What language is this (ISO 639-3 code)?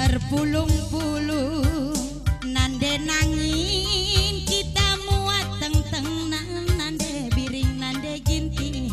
btx